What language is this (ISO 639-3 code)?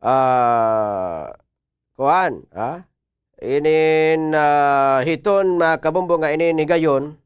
war